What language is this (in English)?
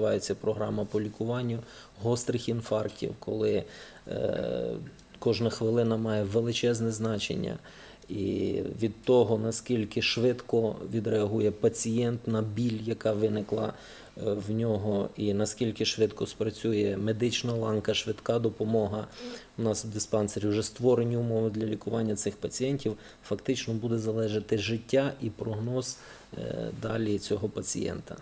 Ukrainian